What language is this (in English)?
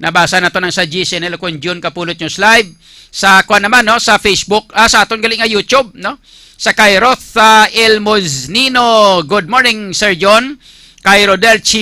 Hiligaynon